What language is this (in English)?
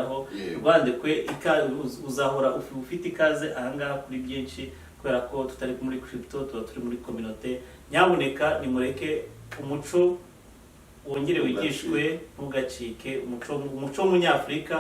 Kinyarwanda